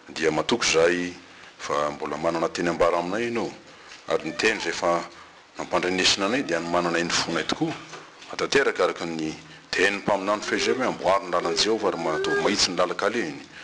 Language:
Malagasy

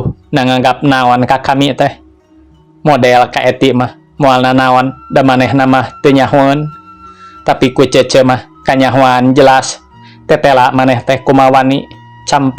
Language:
Sundanese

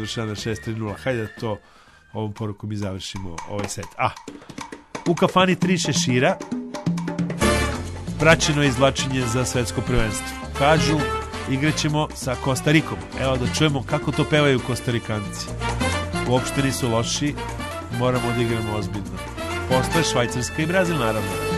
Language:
Serbian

